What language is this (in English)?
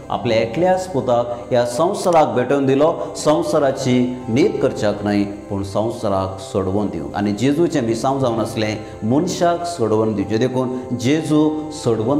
Konkani